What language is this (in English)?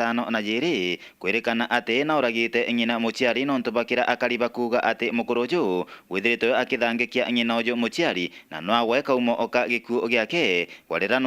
Meru